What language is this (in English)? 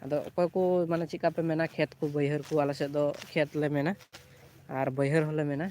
Santali